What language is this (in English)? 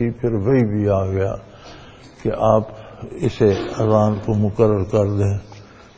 Urdu